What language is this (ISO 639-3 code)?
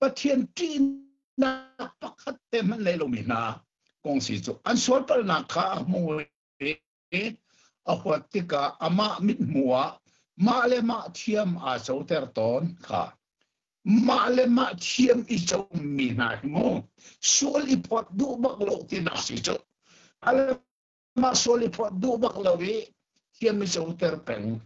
cnh